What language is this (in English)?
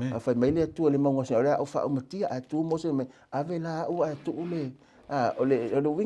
Samoan